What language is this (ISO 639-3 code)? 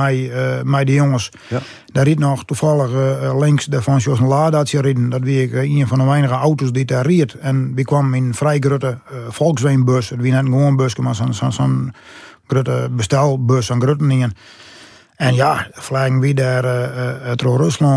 fry